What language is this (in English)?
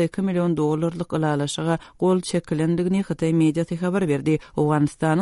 Turkmen